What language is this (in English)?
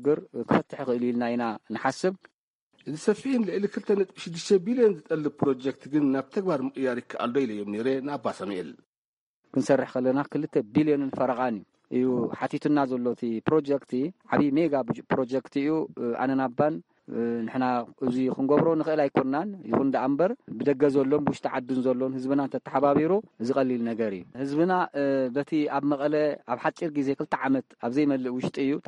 Tigrinya